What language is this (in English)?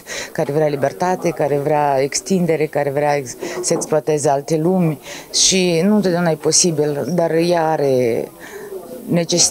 Romanian